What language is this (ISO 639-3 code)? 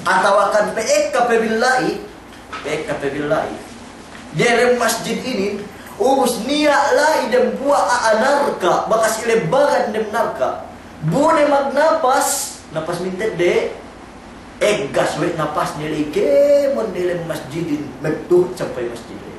yka